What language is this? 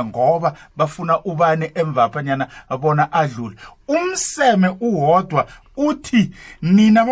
South Ndebele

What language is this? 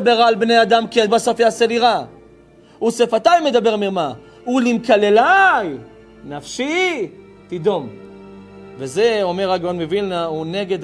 Hebrew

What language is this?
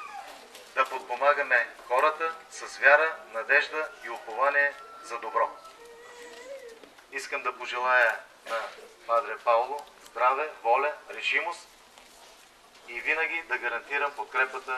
Bulgarian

